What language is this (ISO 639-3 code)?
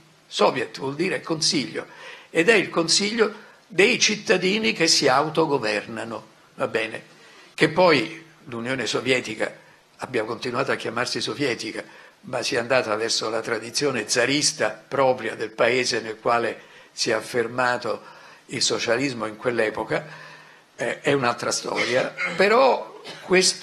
ita